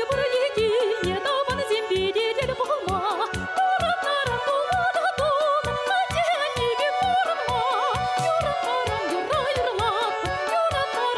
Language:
Chuvash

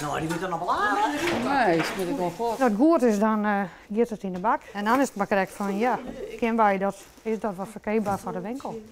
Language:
Western Frisian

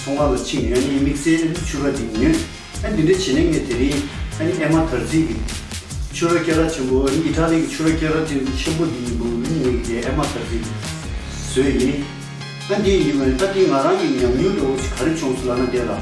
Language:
Tibetan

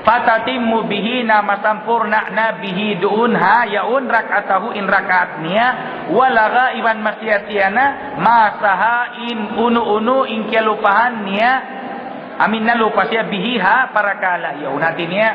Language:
Tausug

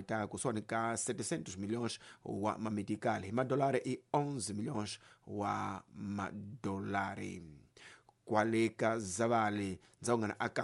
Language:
Tsonga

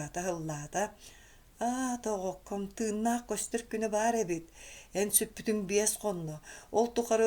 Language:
Yakut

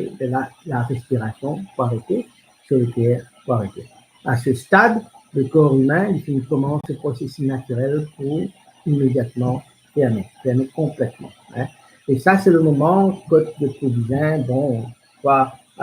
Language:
Morisyen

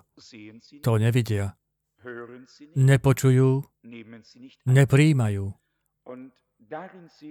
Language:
Slovak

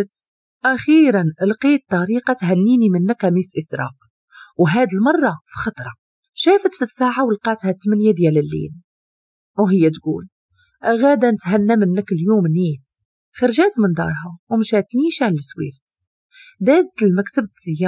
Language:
Moroccan Arabic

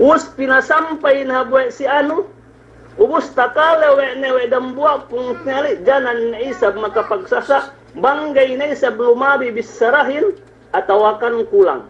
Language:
Yakan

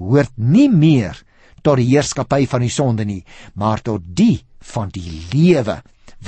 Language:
Afrikaans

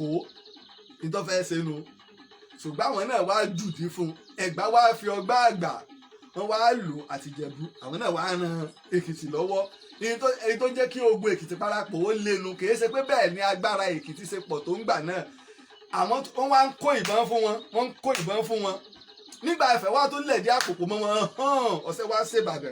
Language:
Yoruba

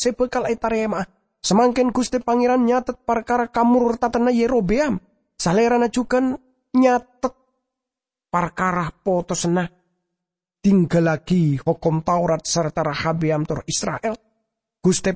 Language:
Madurese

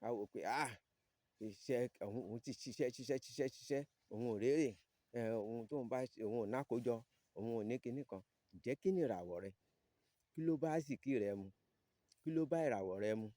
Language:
Yoruba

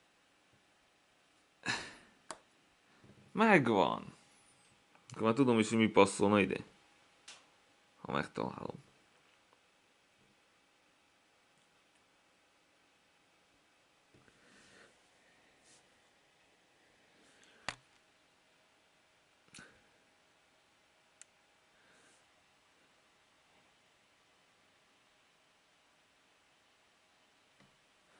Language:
Hungarian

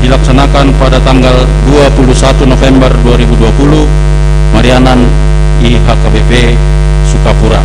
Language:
Batak Simalungun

